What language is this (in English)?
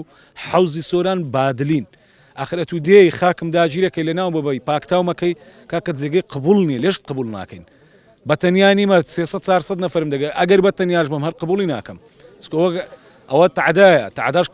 Central Kurdish